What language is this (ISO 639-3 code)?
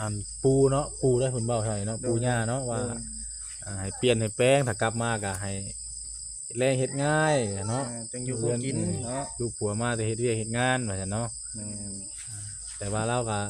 tts